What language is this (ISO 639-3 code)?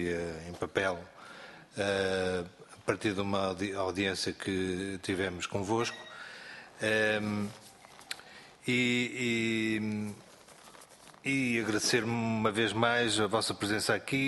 por